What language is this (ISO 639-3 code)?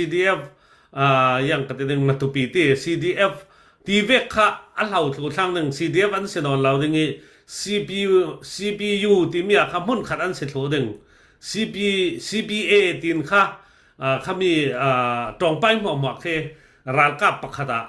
cfm